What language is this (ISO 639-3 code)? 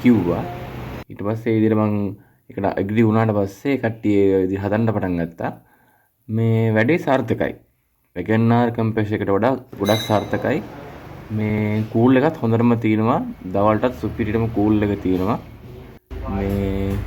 sin